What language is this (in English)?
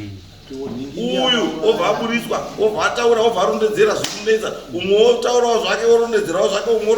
Shona